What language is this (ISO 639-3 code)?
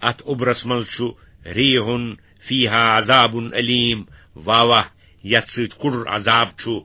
kas